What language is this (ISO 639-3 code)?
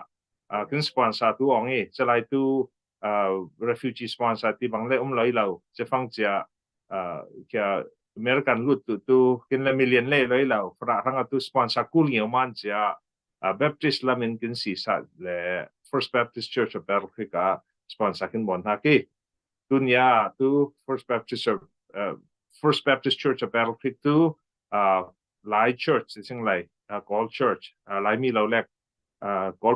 cfm